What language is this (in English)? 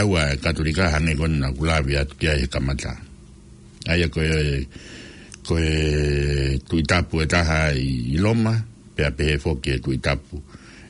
Tongan